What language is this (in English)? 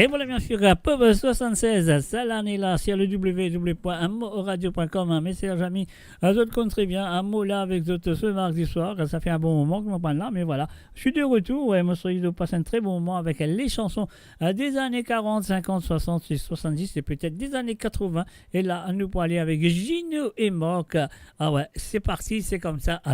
Morisyen